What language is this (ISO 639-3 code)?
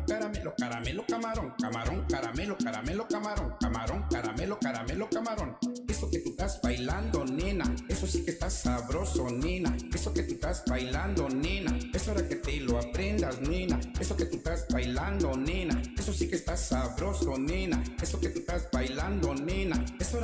spa